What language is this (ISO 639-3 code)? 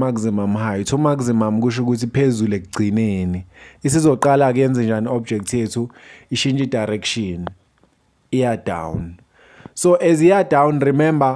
zul